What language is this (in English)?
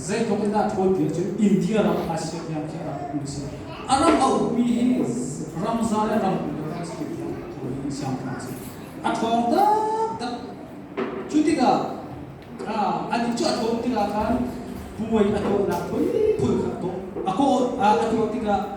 Hakha Chin